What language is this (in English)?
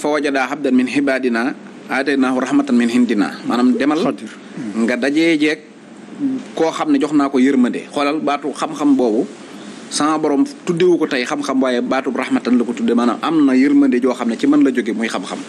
Wolof